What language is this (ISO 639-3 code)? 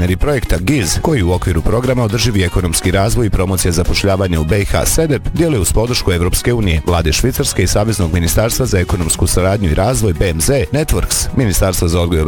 bos